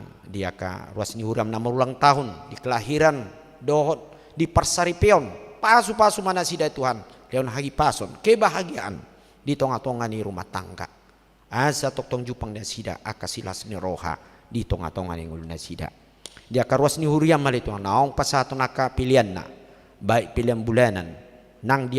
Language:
Batak Toba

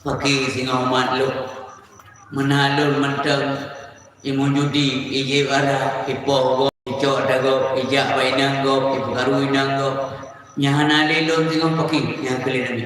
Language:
Achinese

